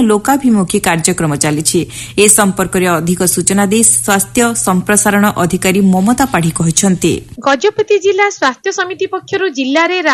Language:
Odia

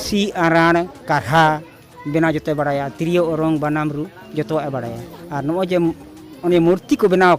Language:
Santali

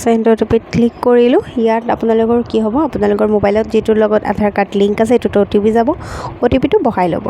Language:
Assamese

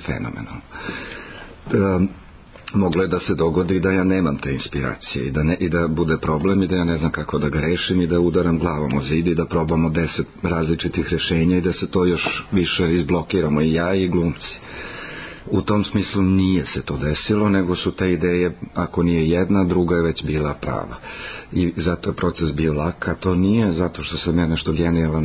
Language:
Serbian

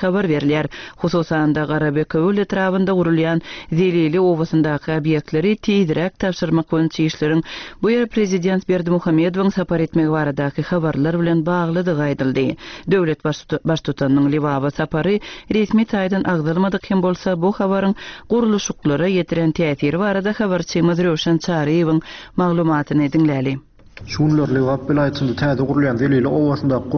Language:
Turkmen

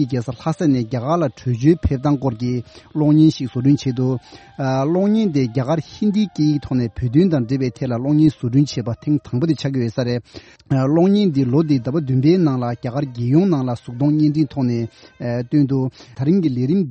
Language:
Tibetan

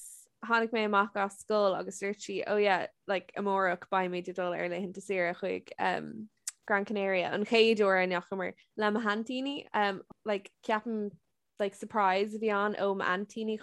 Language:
Irish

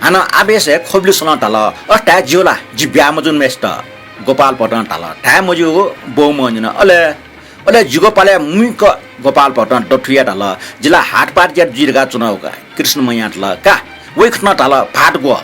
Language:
Newari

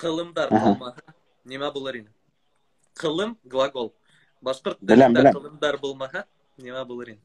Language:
Bashkir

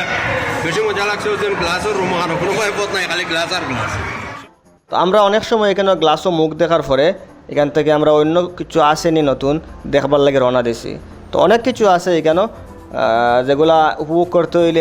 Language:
Sylheti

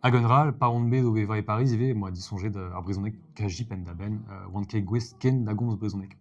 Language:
Breton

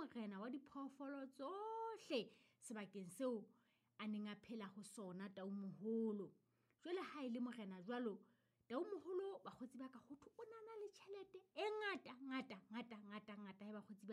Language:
Southern Sotho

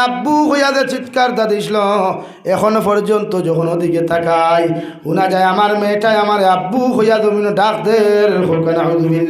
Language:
Sylheti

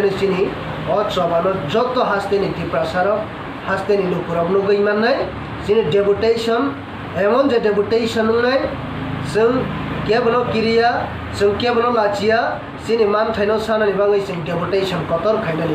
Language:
Kok Borok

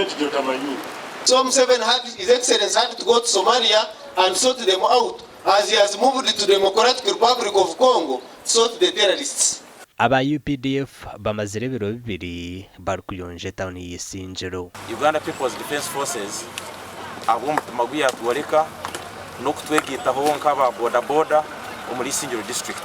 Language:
Nyankole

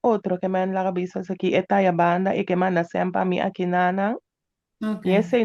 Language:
Papiamento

